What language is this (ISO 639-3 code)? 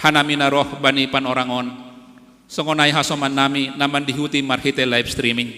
bts